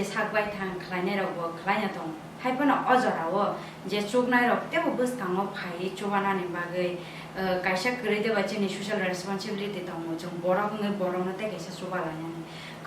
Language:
Kok Borok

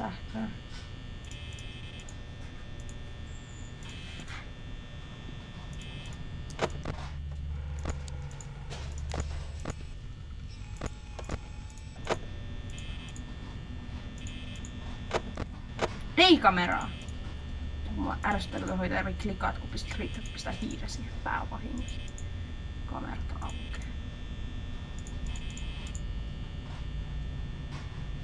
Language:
Finnish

